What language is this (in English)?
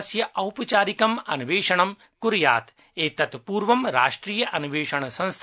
Sanskrit